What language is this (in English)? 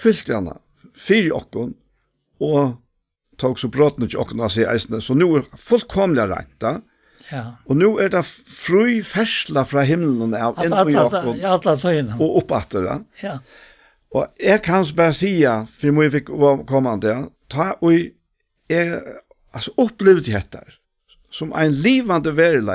Faroese